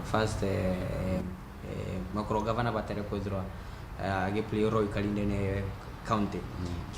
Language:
Meru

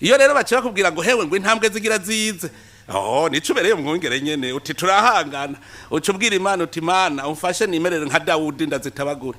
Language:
Rundi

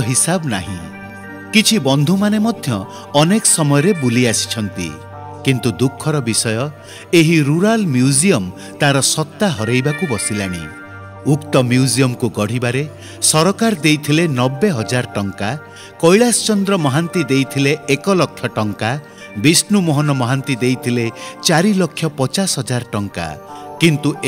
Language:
Odia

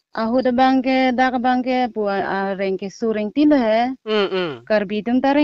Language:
Karbi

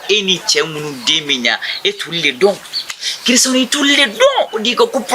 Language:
Bambara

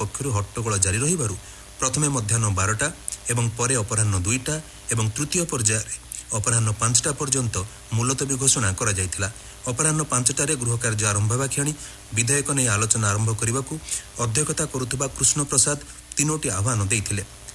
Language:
Odia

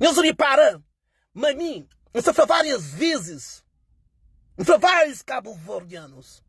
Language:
Kabuverdianu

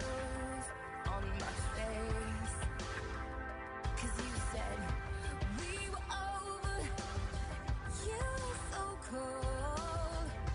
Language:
English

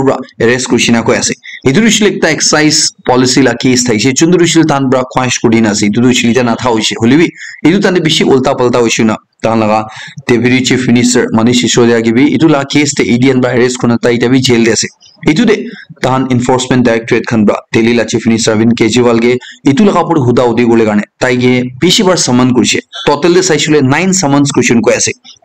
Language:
Naga Pidgin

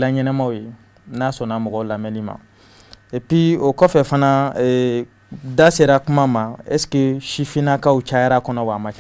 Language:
Bambara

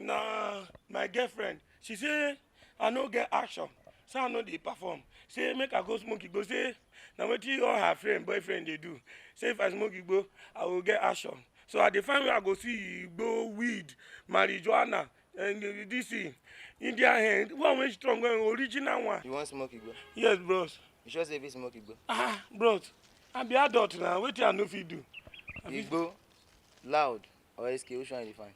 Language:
Nigerian Pidgin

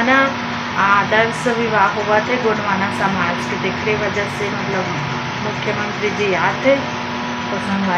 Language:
Chhattisgarhi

